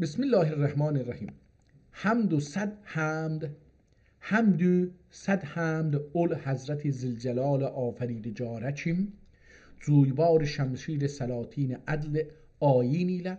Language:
South Azerbaijani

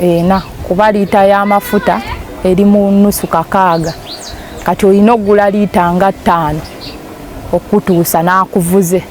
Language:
Ganda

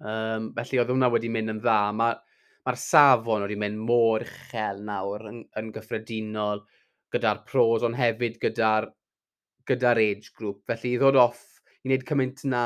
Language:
Welsh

